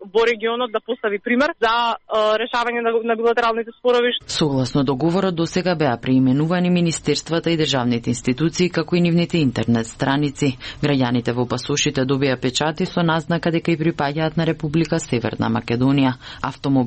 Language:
Macedonian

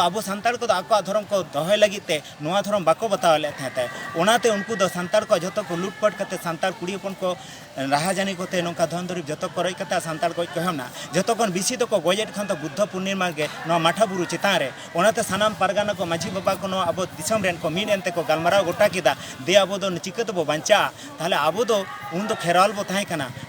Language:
Santali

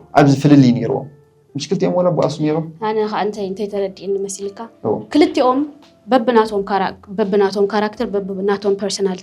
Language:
Tigrinya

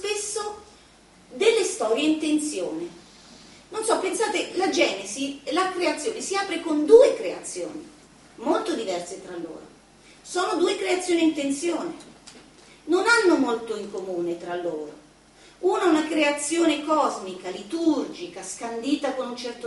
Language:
Italian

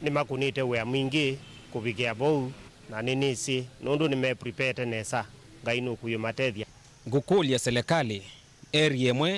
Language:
Kamba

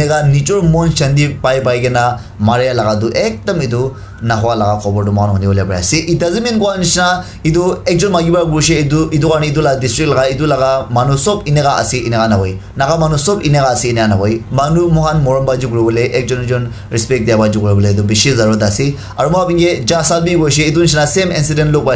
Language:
Naga Pidgin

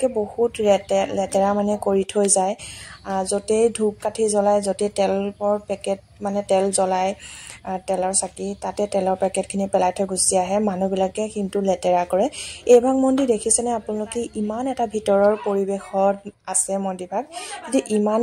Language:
Assamese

